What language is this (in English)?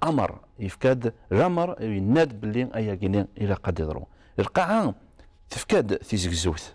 Kabyle